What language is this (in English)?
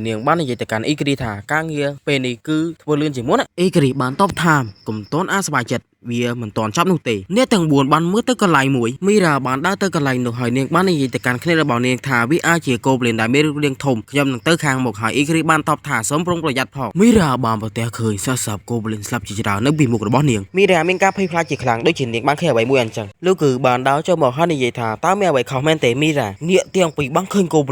Khmer